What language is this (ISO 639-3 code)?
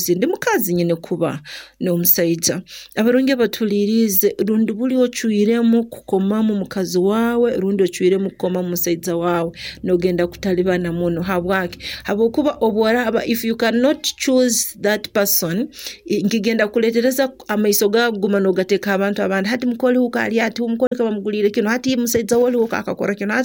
nyo